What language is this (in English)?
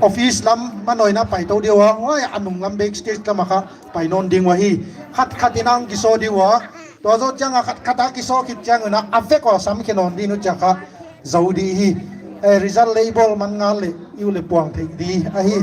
Paite Chin